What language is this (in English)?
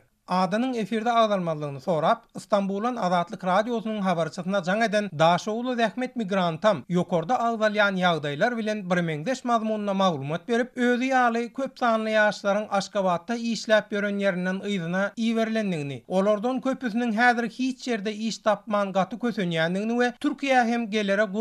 Turkmen